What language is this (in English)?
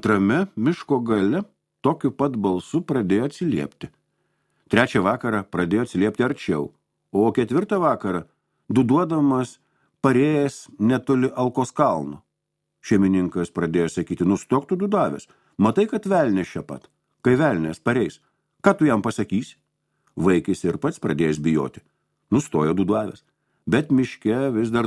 Lithuanian